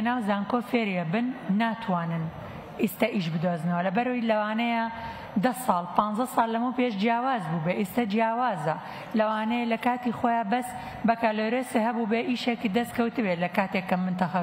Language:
Central Kurdish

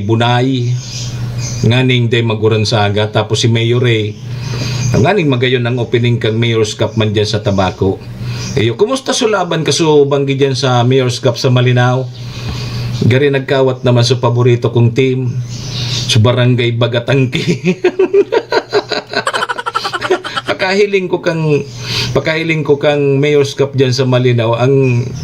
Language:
Bikol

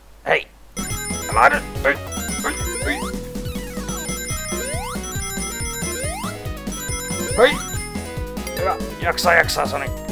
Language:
Finnish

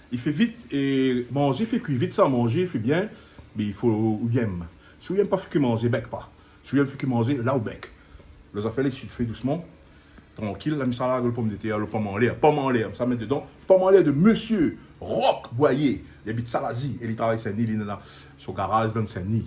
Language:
Réunion Creole French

